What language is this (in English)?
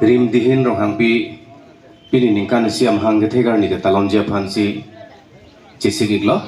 Karbi